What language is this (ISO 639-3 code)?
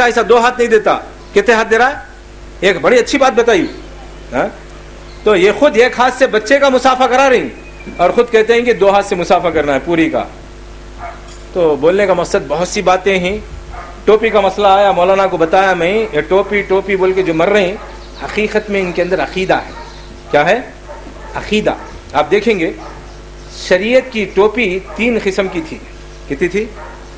urd